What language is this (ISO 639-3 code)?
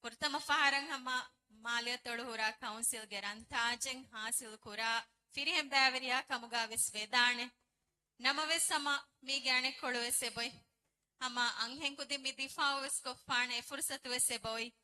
div